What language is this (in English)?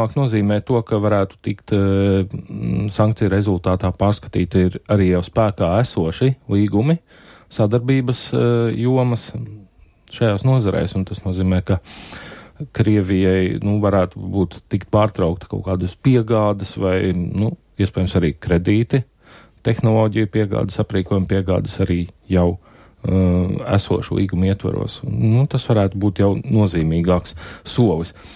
Latvian